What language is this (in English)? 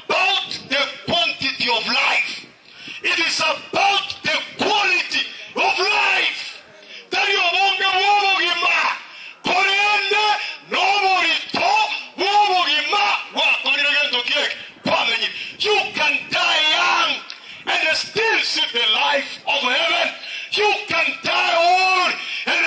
Gusii